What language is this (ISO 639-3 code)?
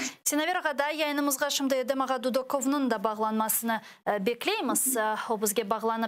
crh